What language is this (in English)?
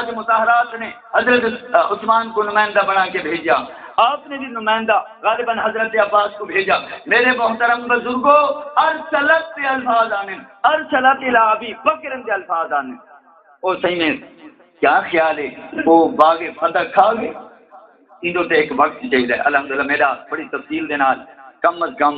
Saraiki